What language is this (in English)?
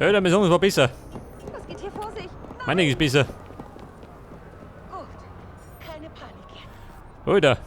Bavarian